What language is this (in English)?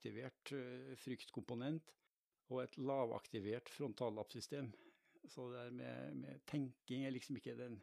Norwegian